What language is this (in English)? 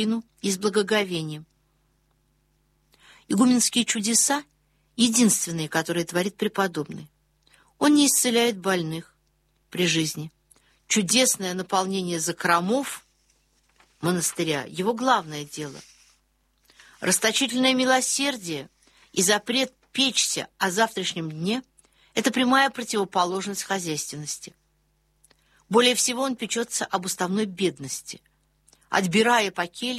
Russian